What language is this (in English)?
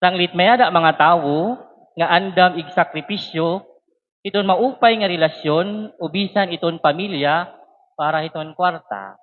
Waray